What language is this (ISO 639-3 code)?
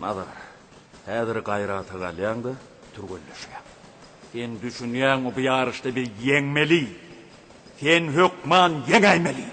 tuk